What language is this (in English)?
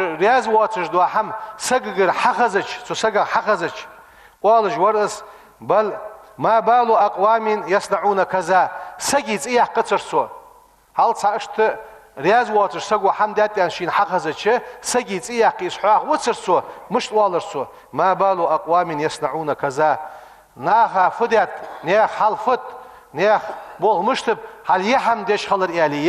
Ingush